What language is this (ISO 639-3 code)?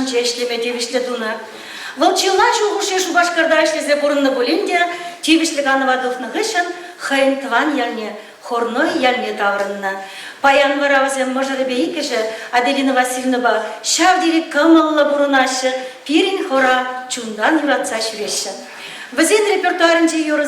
chv